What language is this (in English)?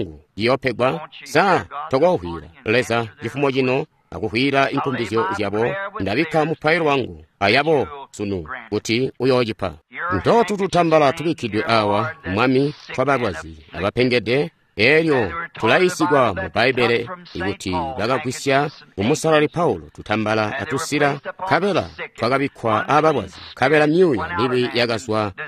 Tonga (Zambia)